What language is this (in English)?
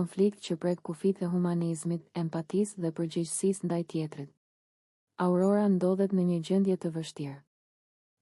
Albanian